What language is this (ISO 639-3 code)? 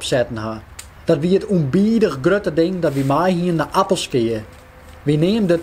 fry